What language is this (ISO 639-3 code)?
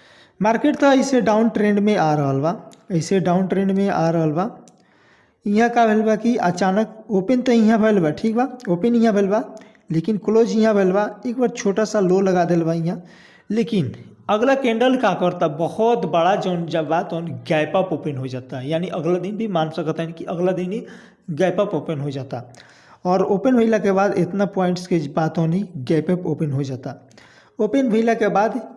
bho